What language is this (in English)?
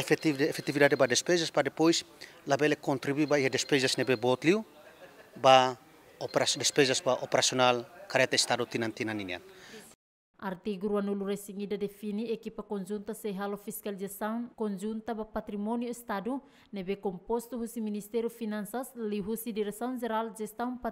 Tetum